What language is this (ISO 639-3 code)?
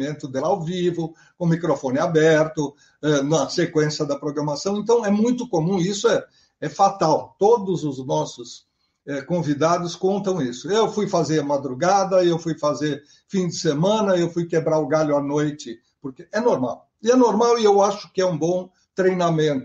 por